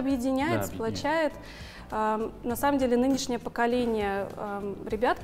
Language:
Russian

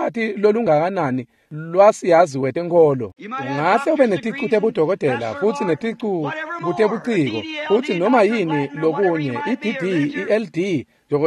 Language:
Swati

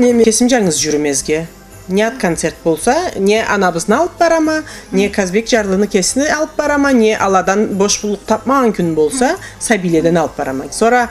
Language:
Karachay-Balkar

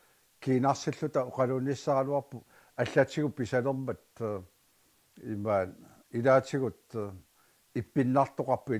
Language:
Kalaallisut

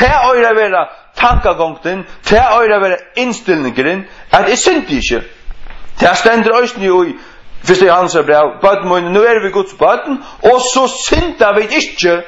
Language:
Faroese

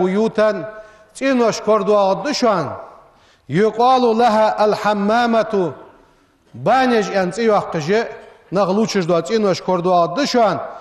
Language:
Ingush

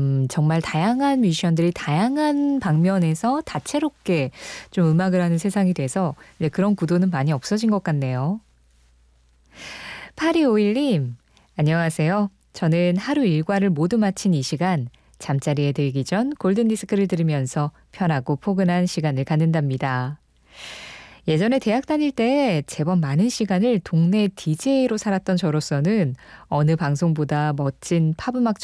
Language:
Korean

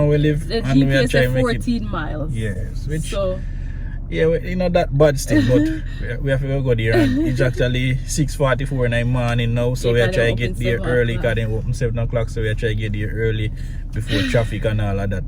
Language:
Jamaican Creole English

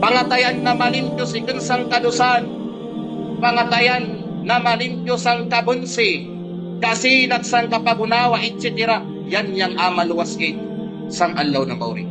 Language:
Kalagan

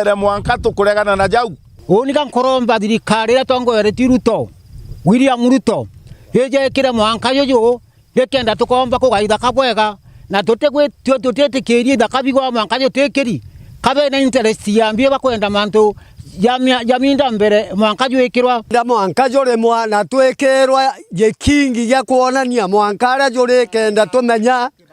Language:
Meru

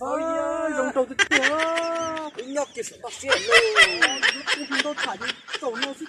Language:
Hmong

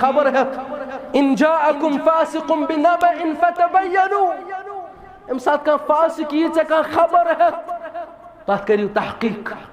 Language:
Kashmiri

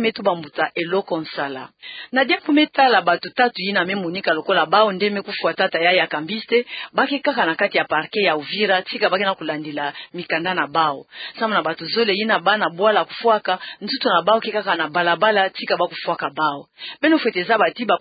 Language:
Kituba (Democratic Republic of Congo)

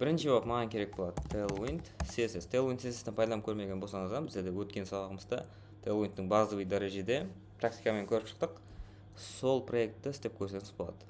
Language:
Kara-Kalpak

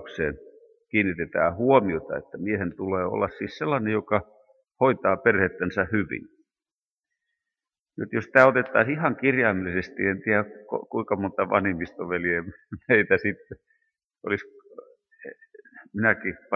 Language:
Finnish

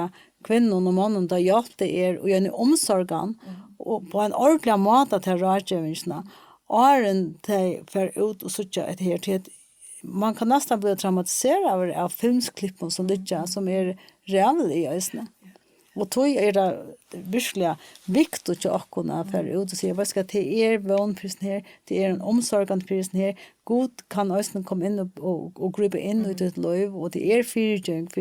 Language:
Faroese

